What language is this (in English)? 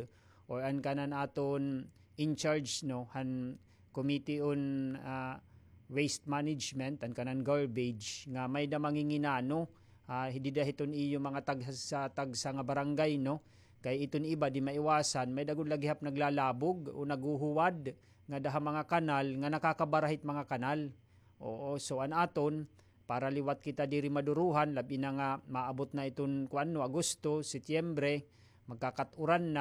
Waray